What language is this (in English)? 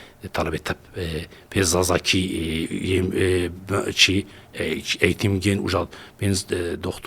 Zaza